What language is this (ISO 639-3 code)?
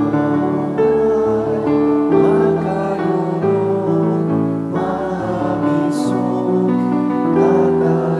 bik